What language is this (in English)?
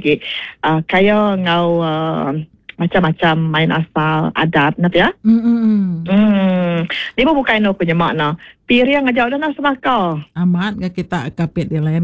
Iban